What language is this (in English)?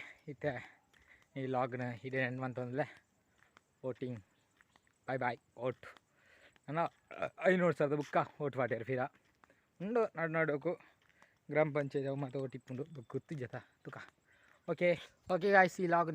Tulu